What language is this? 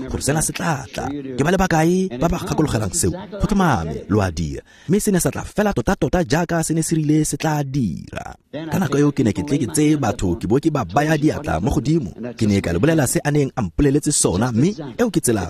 Tswana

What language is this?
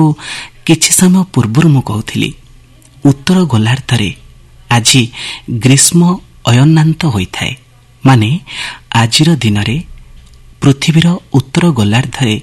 Odia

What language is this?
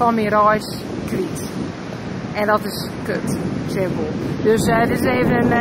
Western Frisian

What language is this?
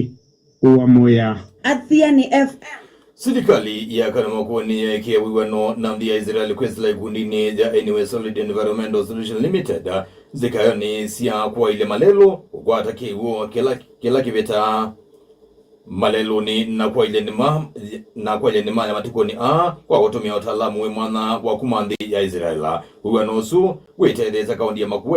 Kamba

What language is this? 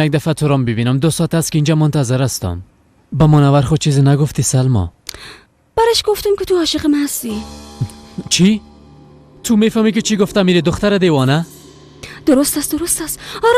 Persian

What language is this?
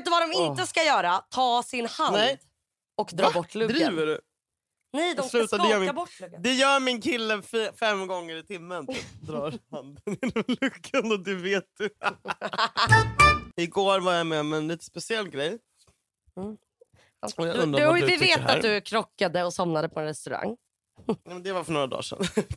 Swedish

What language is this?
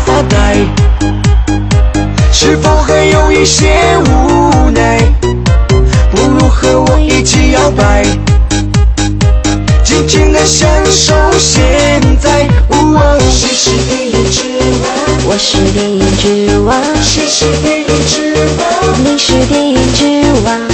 Chinese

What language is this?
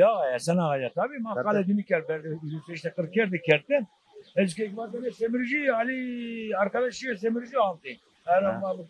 Zaza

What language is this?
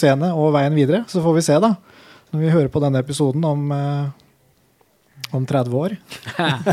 Norwegian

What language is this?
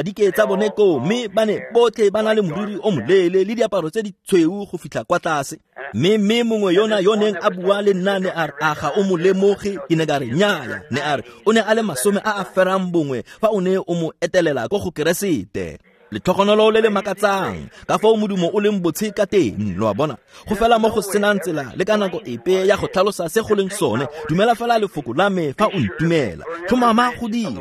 Tswana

